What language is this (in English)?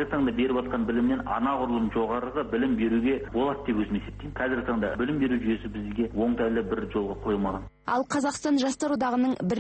Kazakh